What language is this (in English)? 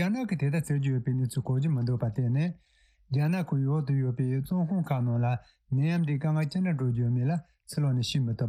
Tibetan